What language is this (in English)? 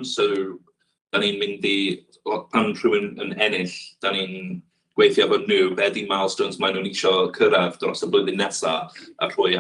Welsh